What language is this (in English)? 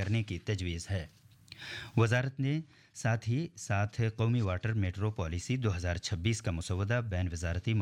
Urdu